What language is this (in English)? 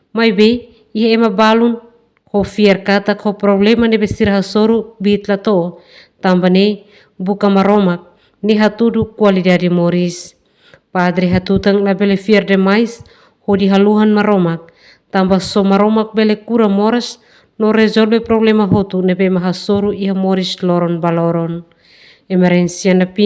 Tetum